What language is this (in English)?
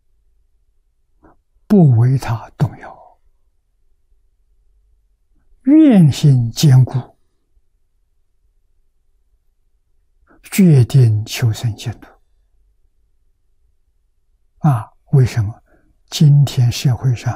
Chinese